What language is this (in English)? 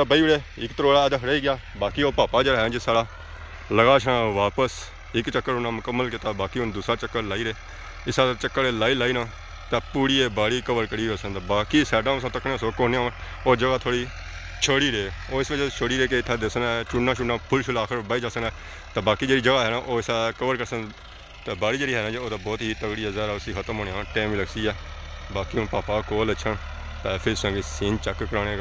Pahari-Potwari